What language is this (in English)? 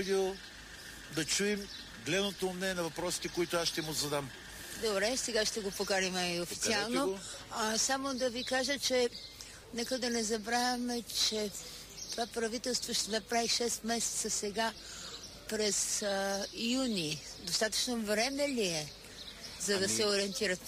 Bulgarian